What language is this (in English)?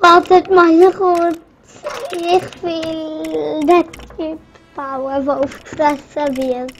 Swiss German